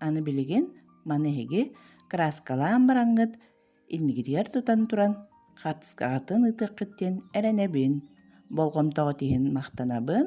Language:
Yakut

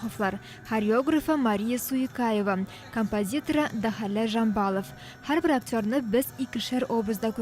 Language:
Tatar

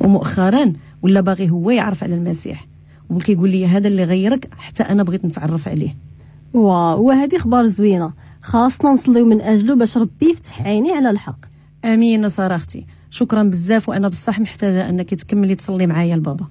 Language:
Moroccan Arabic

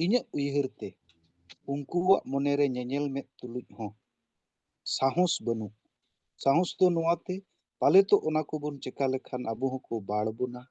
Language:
Santali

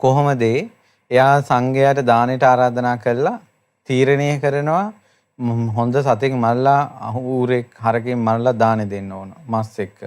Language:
Sinhala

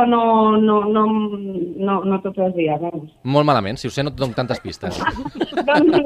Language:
Catalan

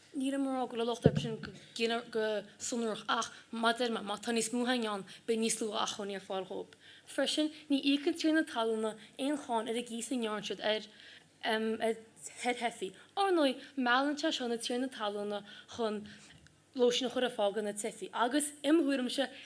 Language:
Irish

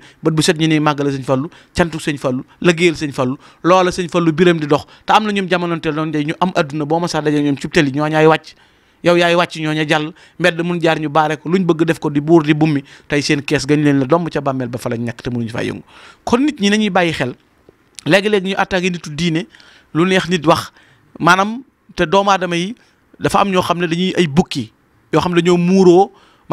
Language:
Wolof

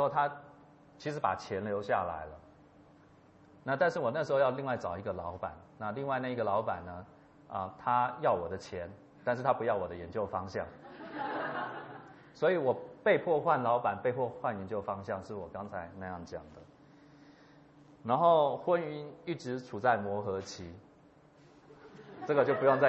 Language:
Chinese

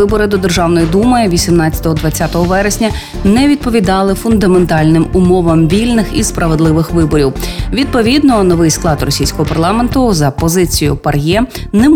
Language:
Ukrainian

